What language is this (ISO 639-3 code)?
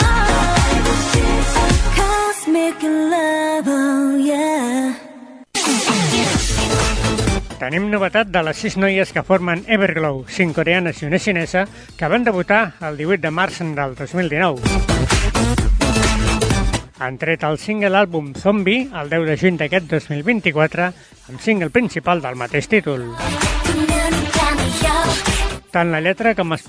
cat